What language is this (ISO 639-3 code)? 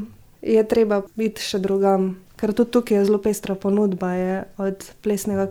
slv